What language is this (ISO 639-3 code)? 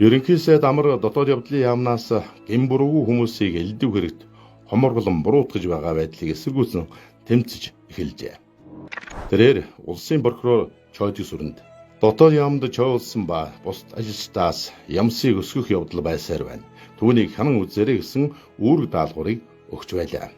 mon